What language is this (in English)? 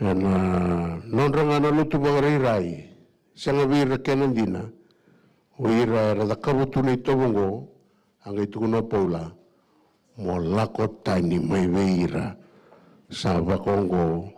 Fijian